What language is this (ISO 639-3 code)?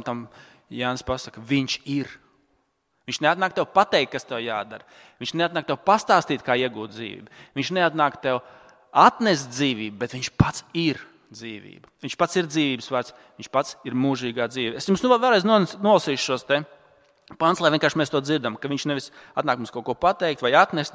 lav